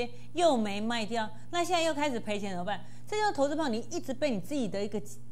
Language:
Chinese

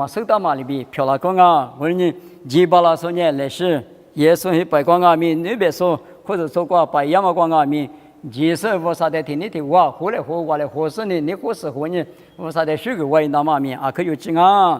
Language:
Lisu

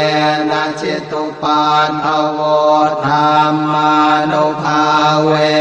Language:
Pali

